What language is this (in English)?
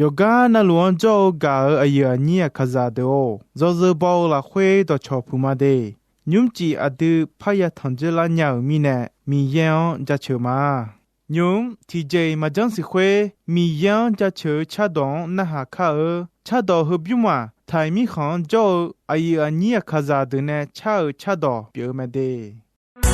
Akha